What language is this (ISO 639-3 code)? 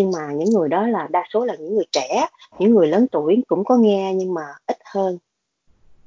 vie